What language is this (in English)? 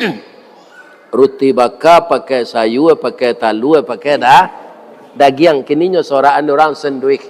Minangkabau